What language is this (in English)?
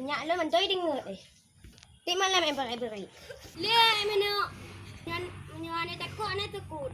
Achinese